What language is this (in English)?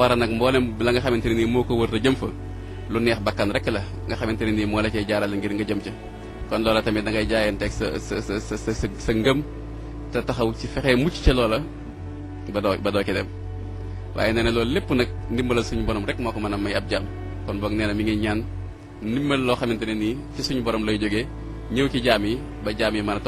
Wolof